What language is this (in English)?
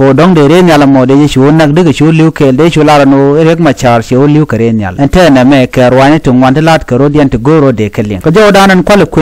Nuer